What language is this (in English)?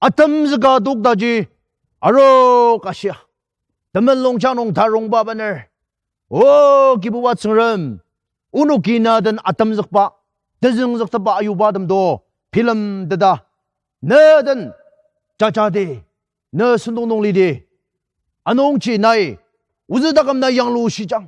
Ao Naga